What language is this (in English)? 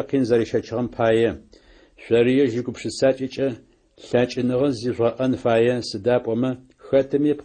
Adyghe